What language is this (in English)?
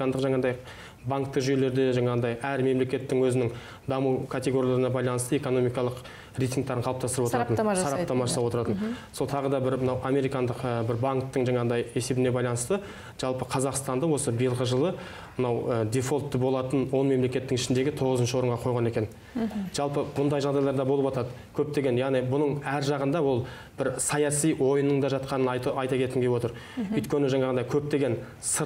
Kazakh